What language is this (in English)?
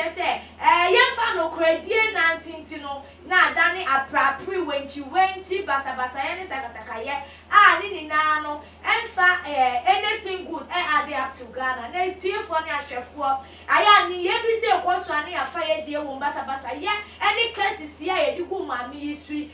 Akan